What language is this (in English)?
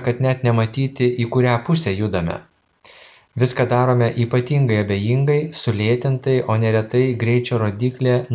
Lithuanian